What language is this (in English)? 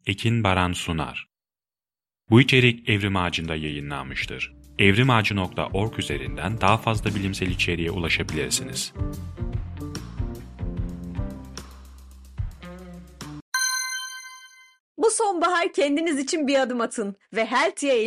Turkish